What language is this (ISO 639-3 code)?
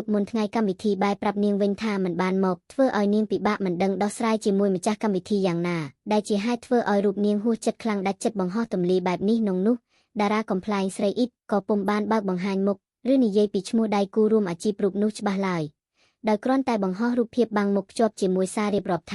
khm